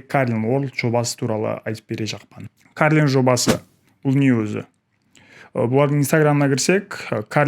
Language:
Kara-Kalpak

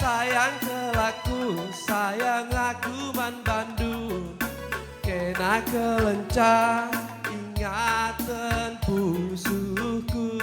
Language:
Batak Karo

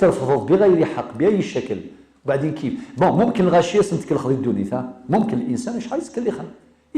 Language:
Kabyle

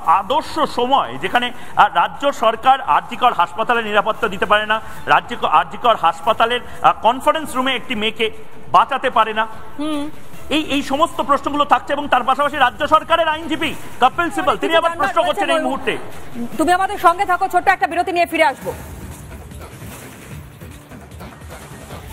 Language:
Bangla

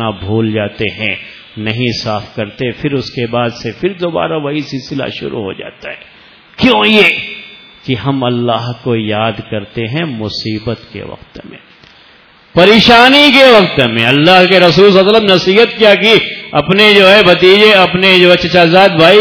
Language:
Urdu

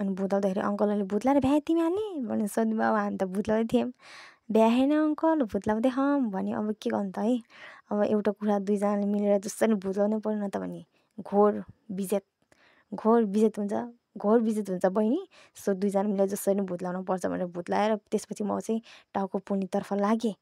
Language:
Nepali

